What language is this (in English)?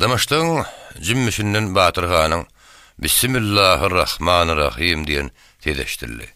Turkmen